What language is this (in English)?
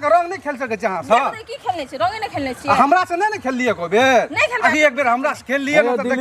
Maithili